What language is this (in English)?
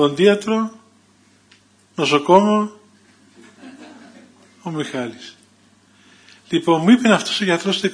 Greek